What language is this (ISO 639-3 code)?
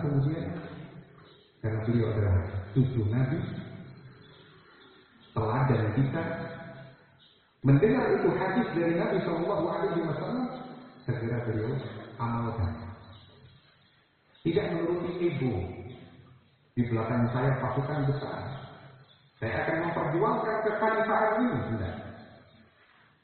ind